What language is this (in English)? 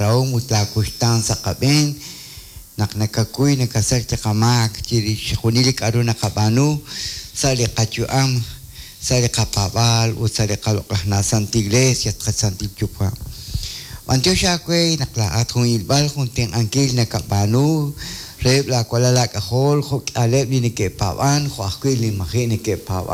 Kekchí